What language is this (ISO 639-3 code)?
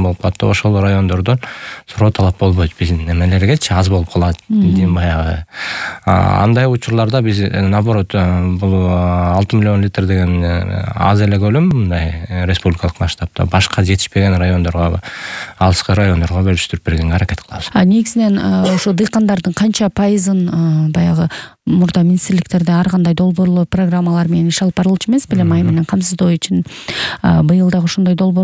kir